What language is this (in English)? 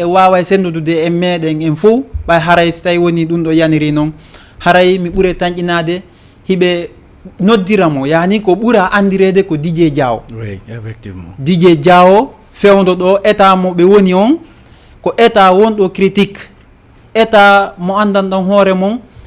Fula